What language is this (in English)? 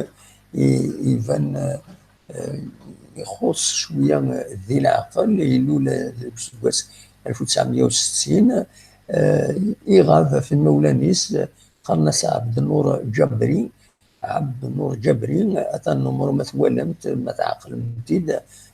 Kabyle